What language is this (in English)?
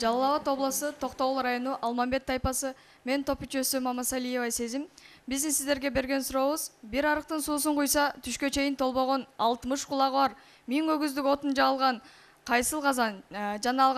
Kyrgyz